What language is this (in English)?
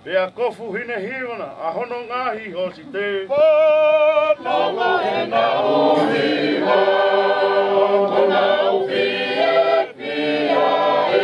Tongan